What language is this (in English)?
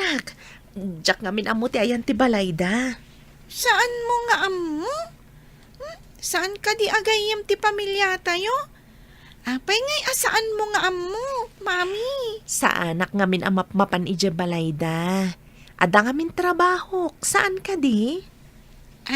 Iloko